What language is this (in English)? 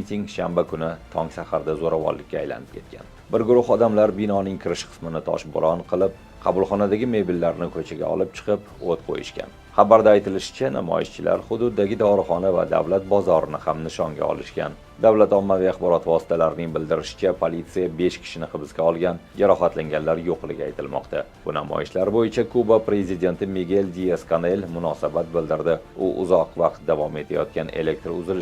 Uzbek